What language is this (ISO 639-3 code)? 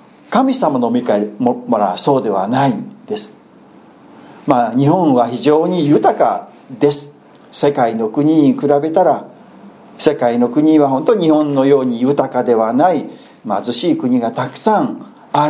jpn